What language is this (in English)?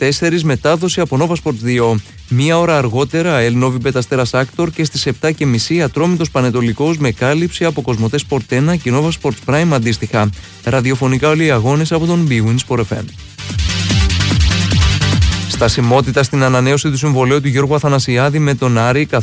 Greek